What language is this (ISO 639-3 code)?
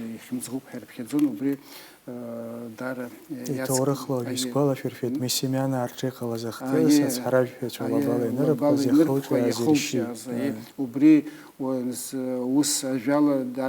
abk